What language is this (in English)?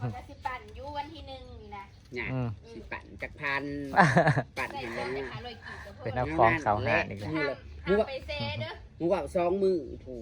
Northeastern Thai